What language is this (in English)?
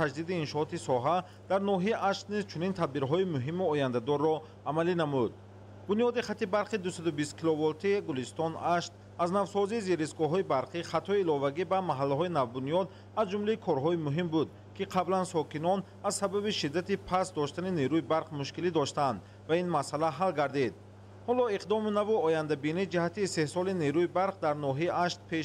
Tajik